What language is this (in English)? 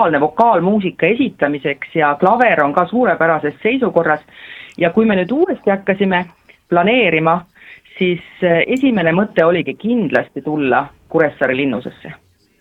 Estonian